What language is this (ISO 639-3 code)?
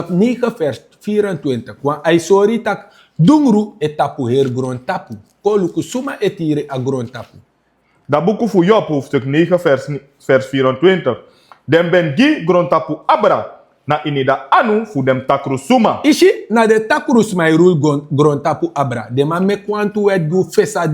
srn